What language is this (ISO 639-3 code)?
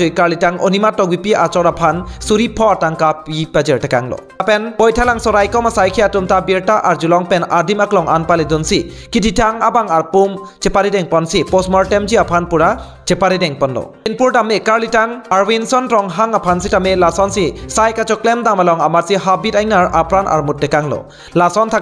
mjw